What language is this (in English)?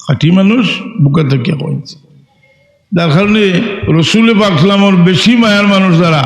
Sylheti